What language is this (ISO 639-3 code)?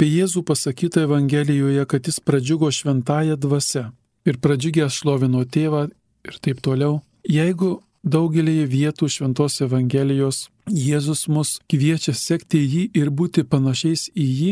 lit